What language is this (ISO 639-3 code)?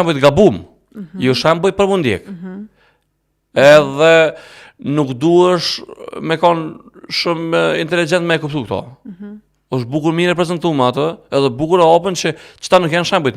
sqi